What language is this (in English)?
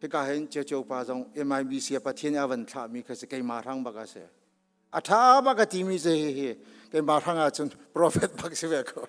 Hakha Chin